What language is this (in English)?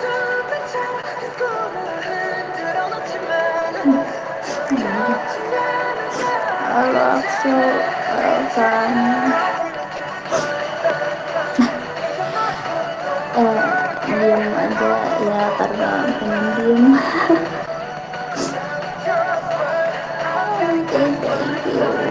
Indonesian